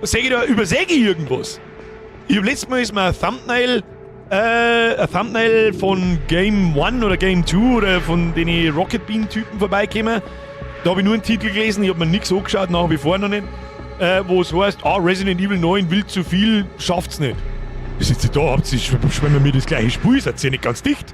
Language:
Bavarian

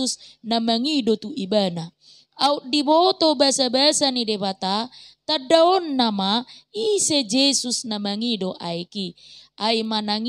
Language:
Batak Toba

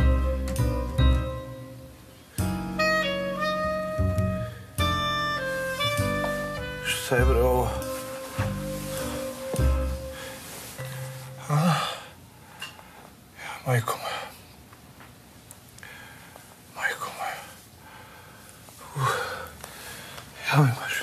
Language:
Serbian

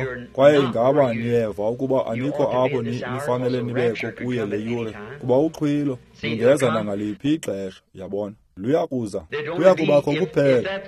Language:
Xhosa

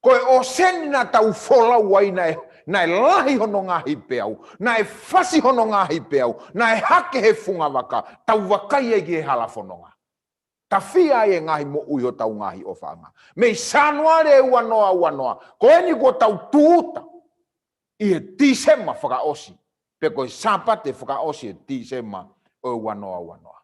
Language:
Tongan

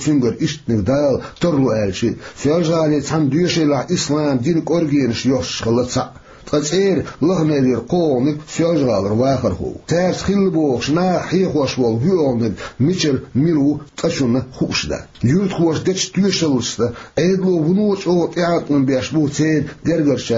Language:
Chechen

